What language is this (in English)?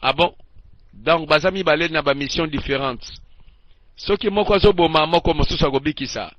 Lingala